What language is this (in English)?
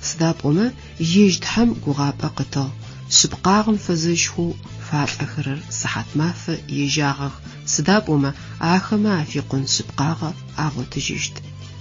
Adyghe